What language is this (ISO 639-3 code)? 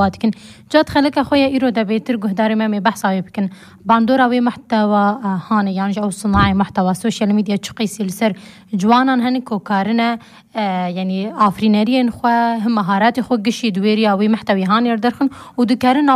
kur